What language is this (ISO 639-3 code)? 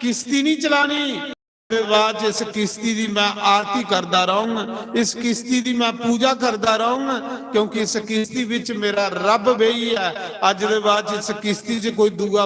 doi